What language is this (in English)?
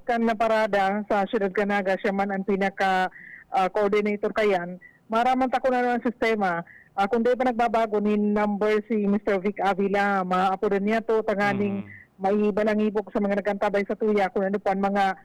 Bikol